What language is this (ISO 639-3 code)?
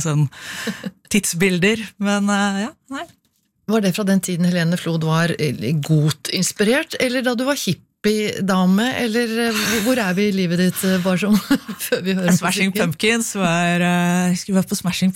nor